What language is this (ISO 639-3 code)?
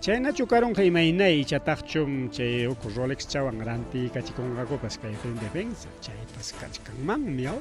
quy